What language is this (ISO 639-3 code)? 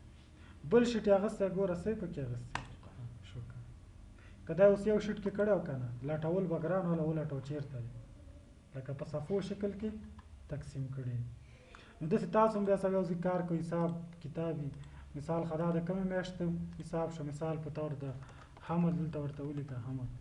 pus